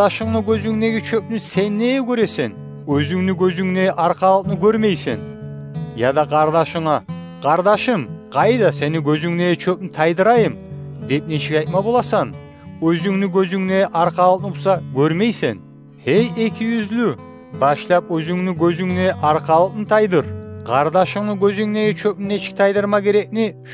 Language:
Kumyk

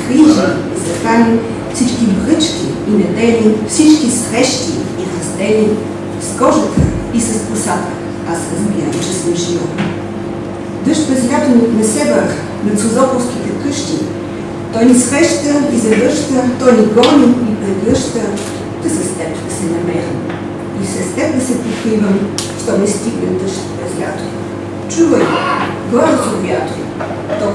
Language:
Bulgarian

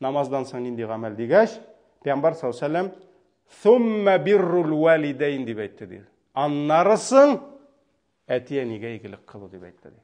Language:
Tatar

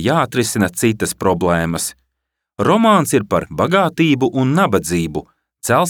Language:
Latvian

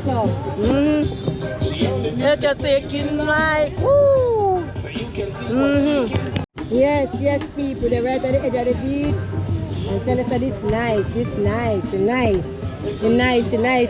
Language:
Jamaican Creole English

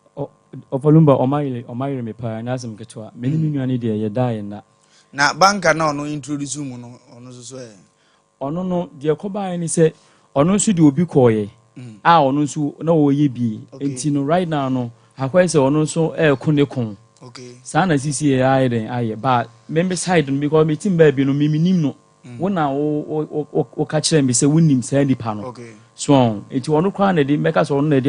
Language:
Akan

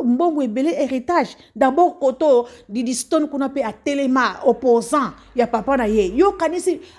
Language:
Lingala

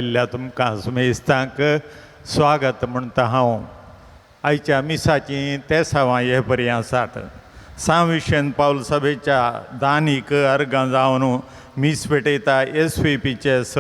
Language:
Konkani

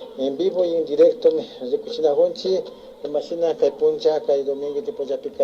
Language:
Imbabura Highland Quichua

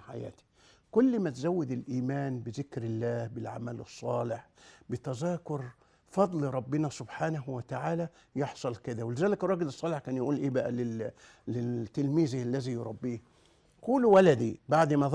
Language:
Egyptian Arabic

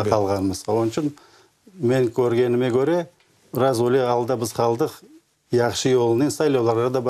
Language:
Crimean Tatar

